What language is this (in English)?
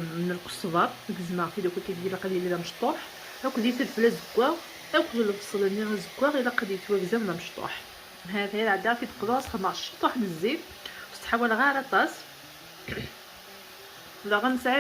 Kabyle